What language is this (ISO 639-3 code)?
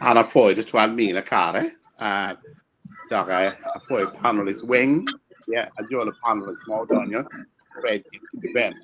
ach